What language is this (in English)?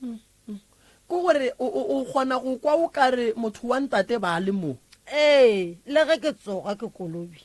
Northern Sotho